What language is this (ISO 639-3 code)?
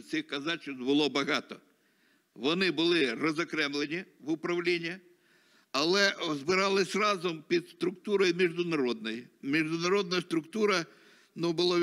ukr